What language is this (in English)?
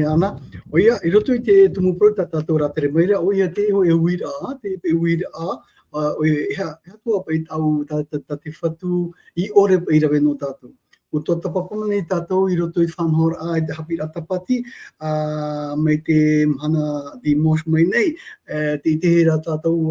Tahitian